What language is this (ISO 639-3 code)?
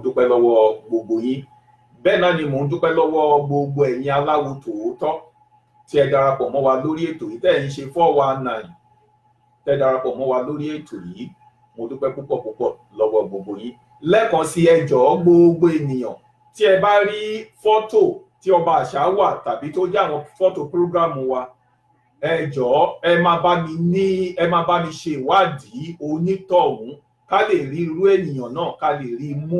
yor